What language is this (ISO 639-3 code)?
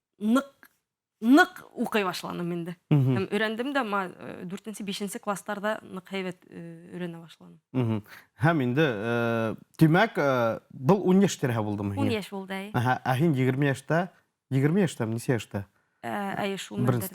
bak